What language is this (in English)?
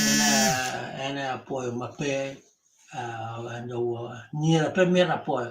Acoli